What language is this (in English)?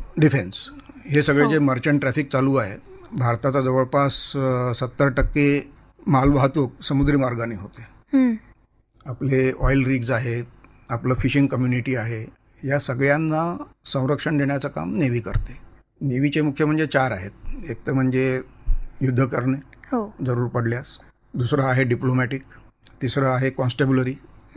Marathi